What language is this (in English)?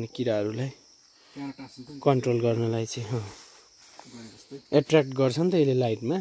Nepali